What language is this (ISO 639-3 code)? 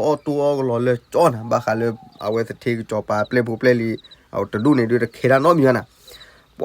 ksw